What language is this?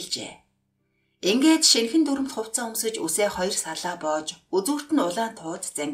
Mongolian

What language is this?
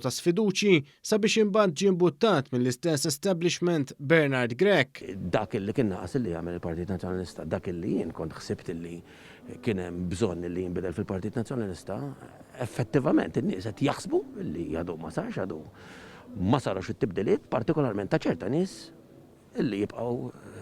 Maltese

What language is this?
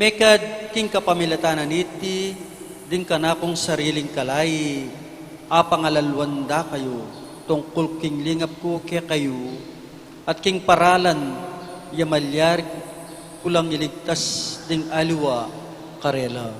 Pampanga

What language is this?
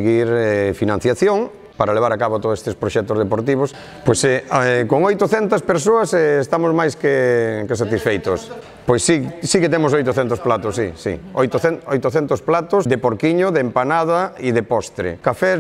Galician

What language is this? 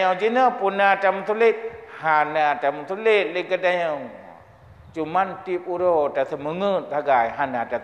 Achinese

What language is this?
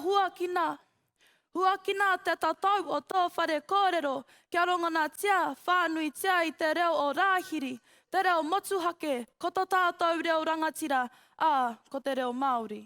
Māori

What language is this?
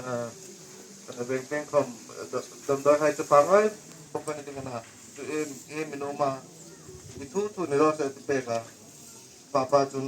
Hmar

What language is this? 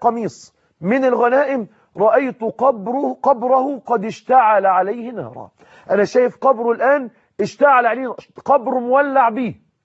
Egyptian Arabic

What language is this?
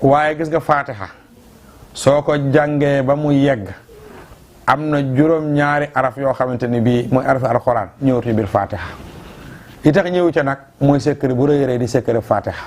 Wolof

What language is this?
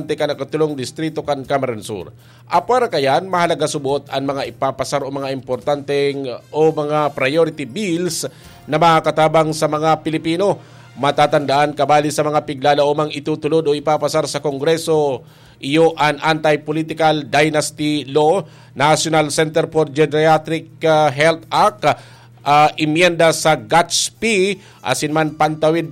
Bikol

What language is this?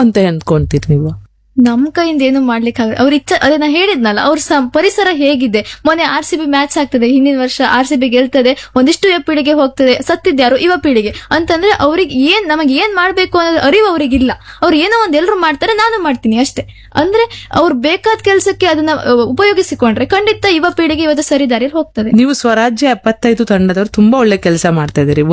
Kannada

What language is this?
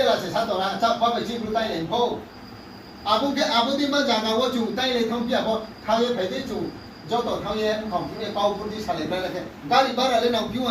Riang (India)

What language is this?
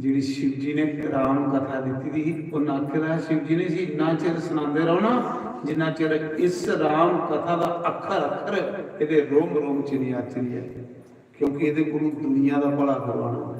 Dogri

